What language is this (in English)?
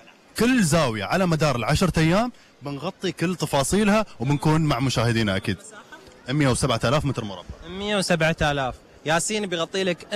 Gulf Arabic